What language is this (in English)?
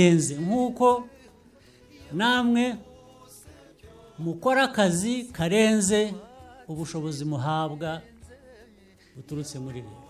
Kinyarwanda